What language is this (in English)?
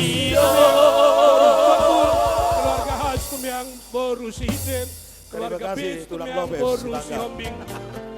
Batak Toba